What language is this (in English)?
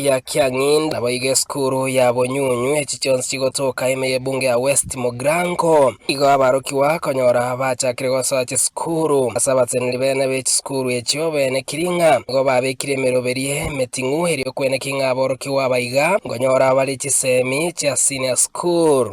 Gusii